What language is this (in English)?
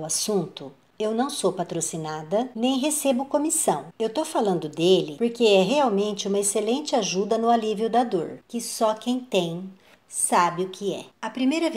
Portuguese